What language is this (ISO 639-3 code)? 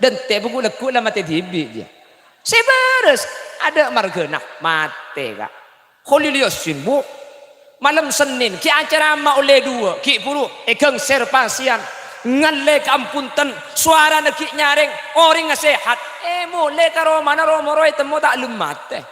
mad